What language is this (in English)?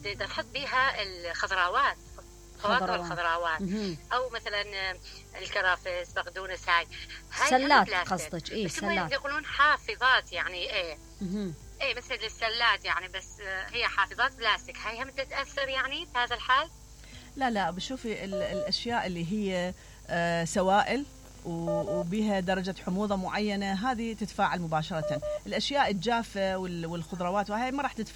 Mesopotamian Arabic